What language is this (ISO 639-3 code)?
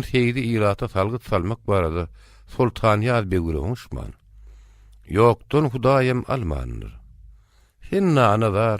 tuk